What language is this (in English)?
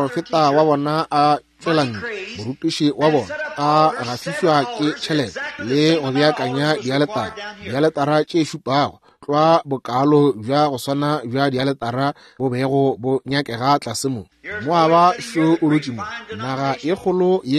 Northern Sotho